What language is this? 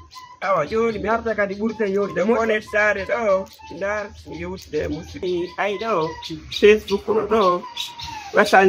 Fula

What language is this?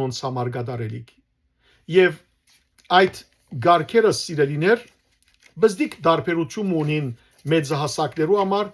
Western Armenian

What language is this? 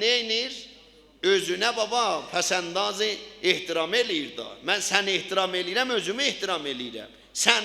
South Azerbaijani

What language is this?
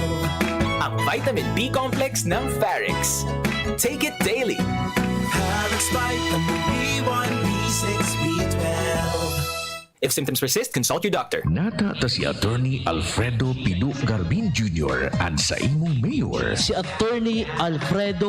Bikol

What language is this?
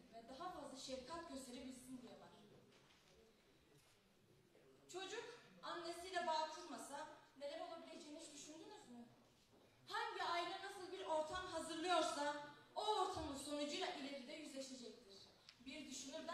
Turkish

